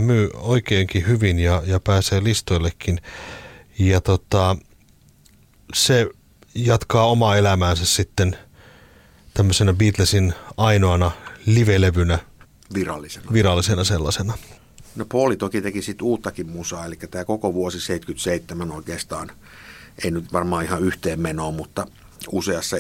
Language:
Finnish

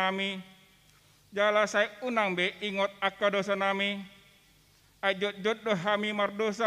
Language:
Batak Toba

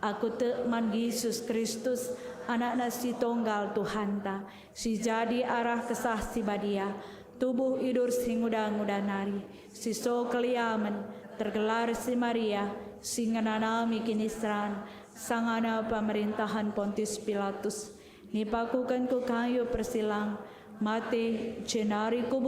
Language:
Batak Karo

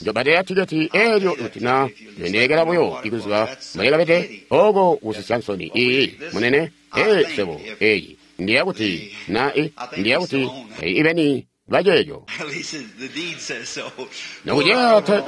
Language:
Tonga (Zambia)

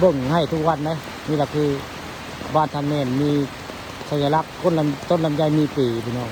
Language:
Northeastern Thai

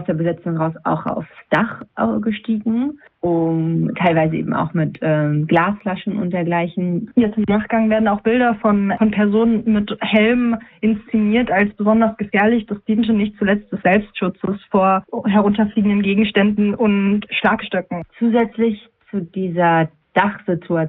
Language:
German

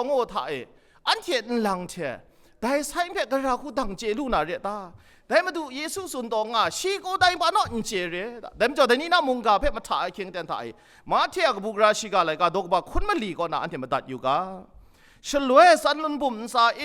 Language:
Kachin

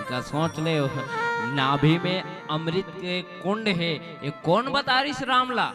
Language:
Chhattisgarhi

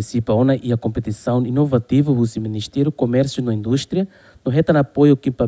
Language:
Tetum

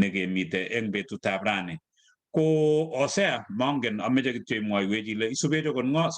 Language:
Kalenjin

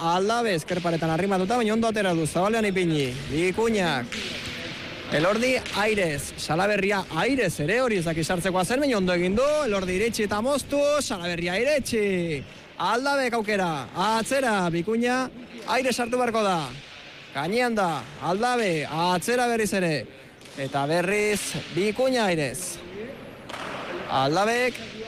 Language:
Basque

